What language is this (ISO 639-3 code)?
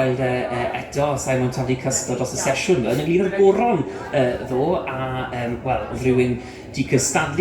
cym